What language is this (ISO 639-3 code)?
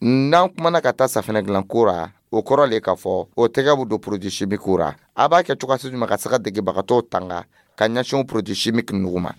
dyu